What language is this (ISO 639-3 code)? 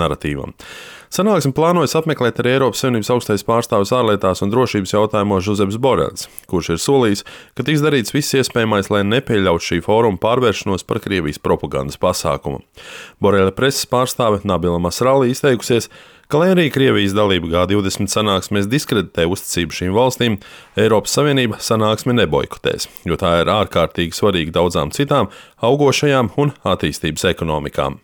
lav